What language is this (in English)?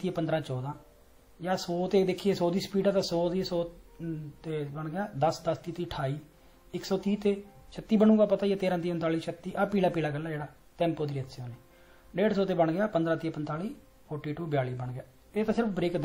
Punjabi